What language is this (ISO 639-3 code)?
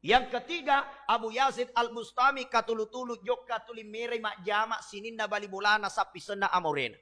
bug